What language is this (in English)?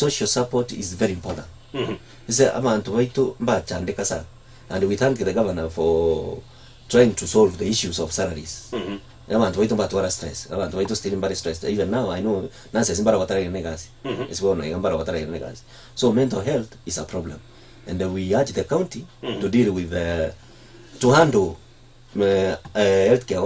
Gusii